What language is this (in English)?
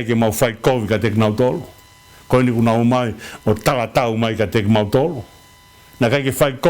Tongan